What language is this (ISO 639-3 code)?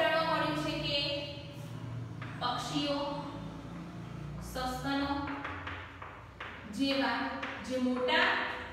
guj